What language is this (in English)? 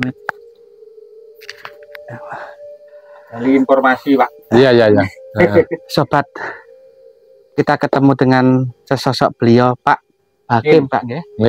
Indonesian